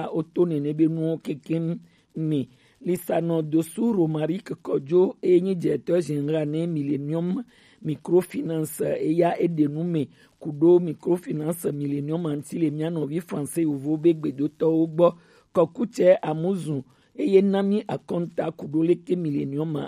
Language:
Gen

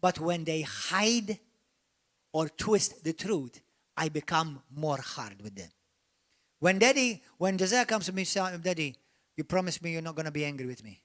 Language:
English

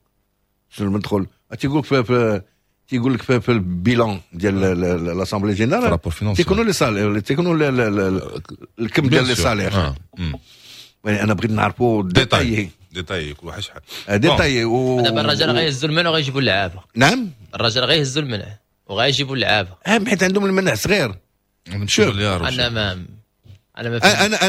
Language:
Moroccan Arabic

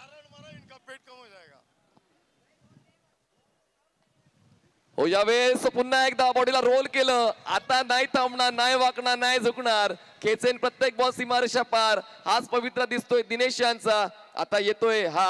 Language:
Marathi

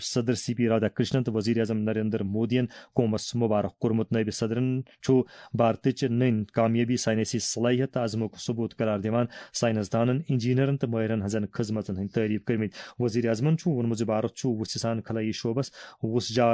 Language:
Kashmiri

